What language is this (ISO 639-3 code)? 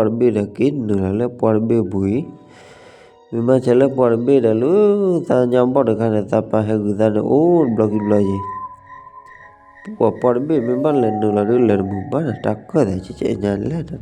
ksw